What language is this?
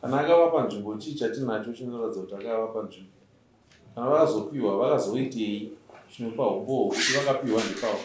Shona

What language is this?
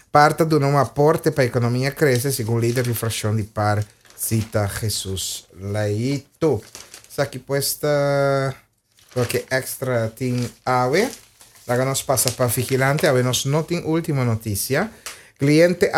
Papiamento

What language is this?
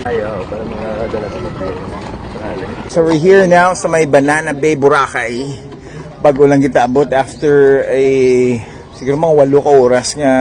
Hiligaynon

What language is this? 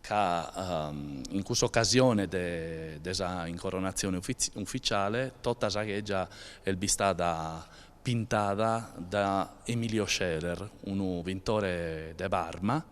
Sardinian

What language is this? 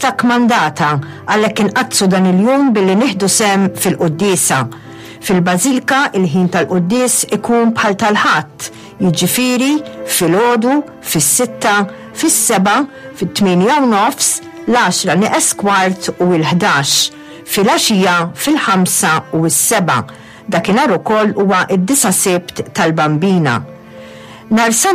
Maltese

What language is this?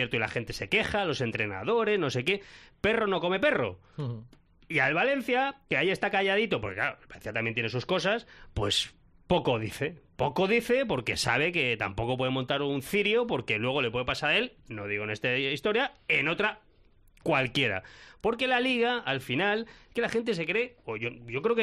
Spanish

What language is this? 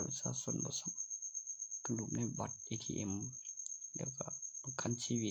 Northeastern Thai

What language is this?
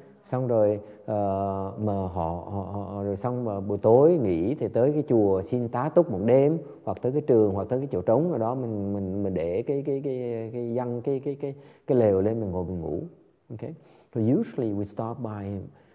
Vietnamese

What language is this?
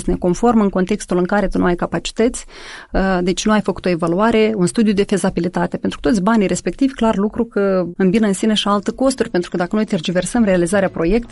Romanian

